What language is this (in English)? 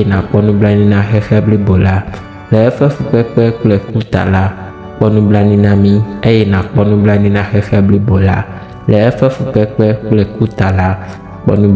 Ewe